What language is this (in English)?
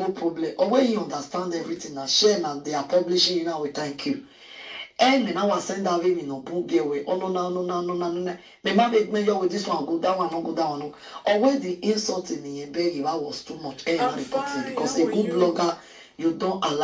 Nigerian Pidgin